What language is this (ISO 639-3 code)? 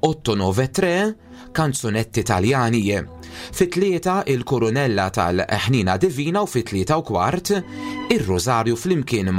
mlt